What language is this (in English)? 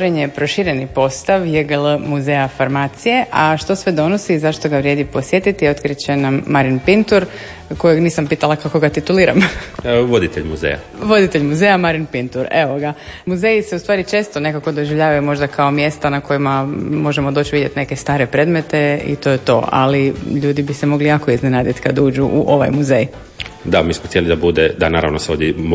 Croatian